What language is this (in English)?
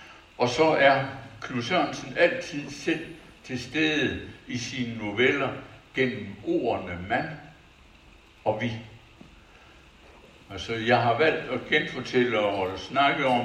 Danish